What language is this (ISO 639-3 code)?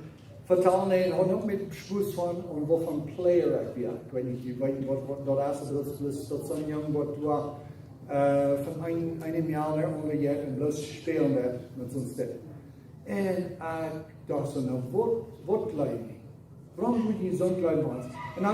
pdt